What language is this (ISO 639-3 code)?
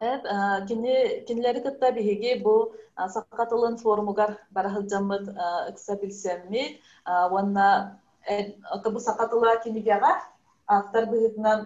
sah